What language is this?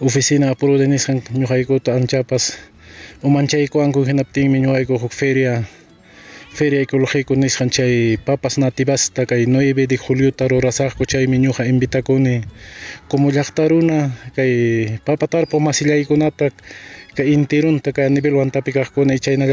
Ayacucho Quechua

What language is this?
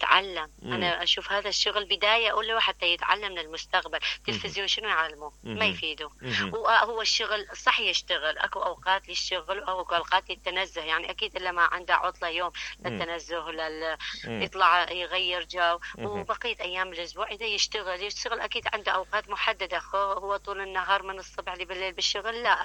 Mesopotamian Arabic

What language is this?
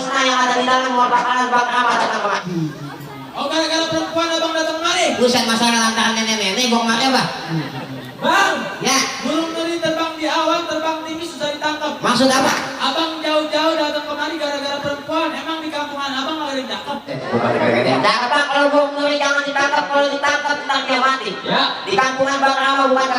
Betawi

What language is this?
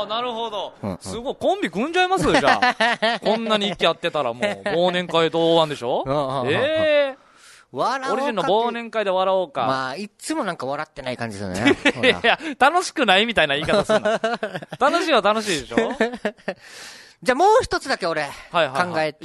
Japanese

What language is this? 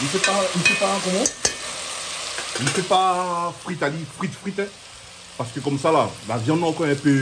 Réunion Creole French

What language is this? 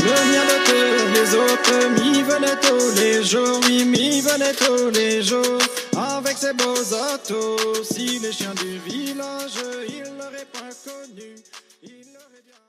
Breton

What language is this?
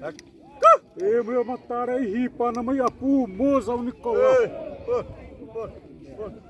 Xavánte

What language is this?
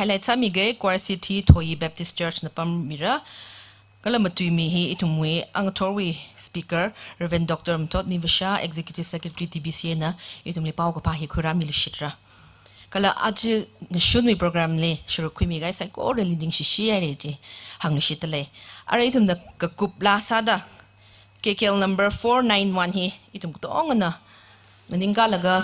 Tangkhul Naga (India)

